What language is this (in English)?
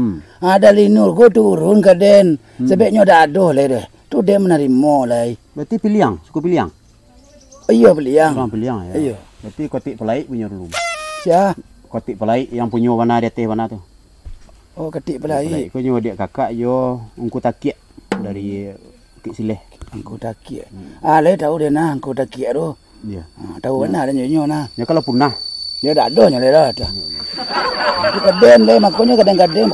Minangkabau